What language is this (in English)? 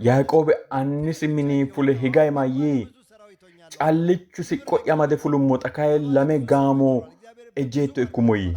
Sidamo